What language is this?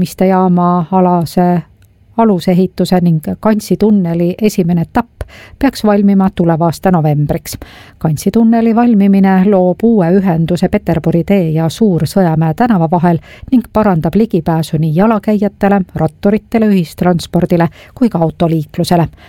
Estonian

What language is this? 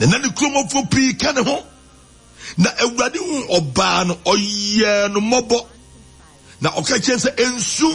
Akan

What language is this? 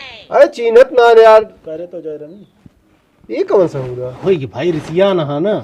Awadhi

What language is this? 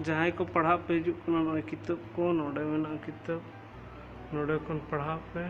Santali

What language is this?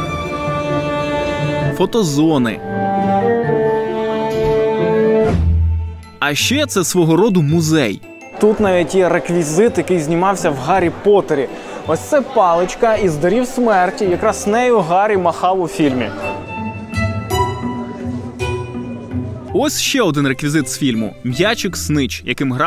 Ukrainian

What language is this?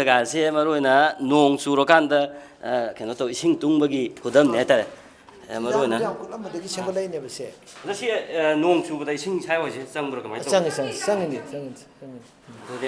Manipuri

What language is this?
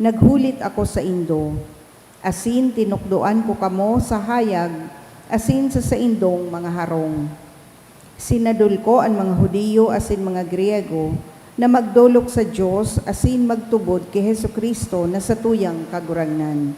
Bikol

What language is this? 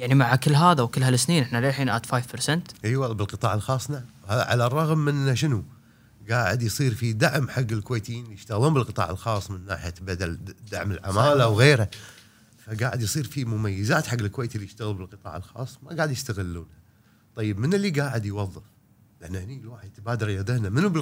Gulf Arabic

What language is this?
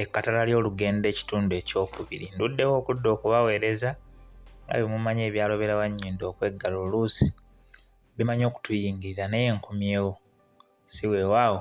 Ganda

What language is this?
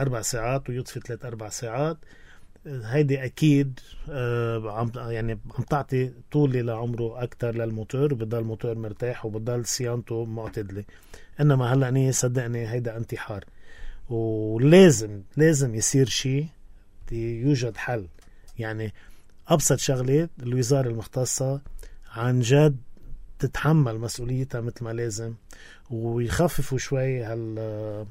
North Levantine Arabic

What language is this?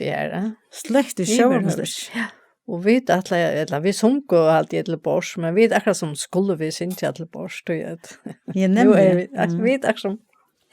Faroese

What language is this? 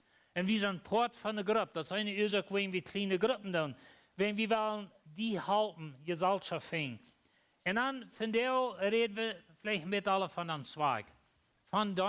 Plautdietsch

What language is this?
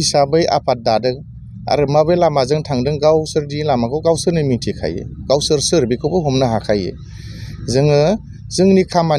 Bodo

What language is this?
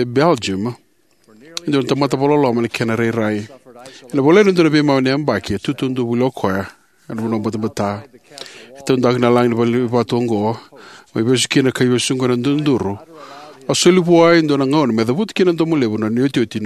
Fijian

